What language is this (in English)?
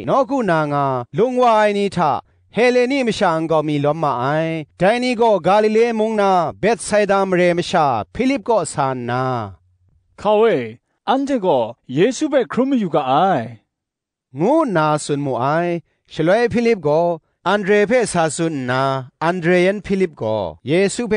Kachin